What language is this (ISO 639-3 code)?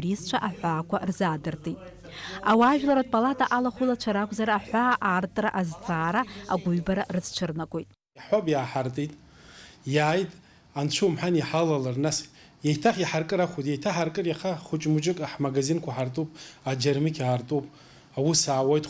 abk